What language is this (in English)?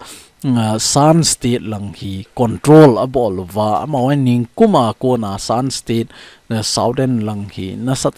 Thado Chin